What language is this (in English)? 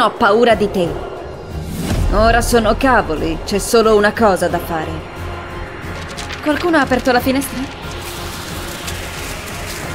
Italian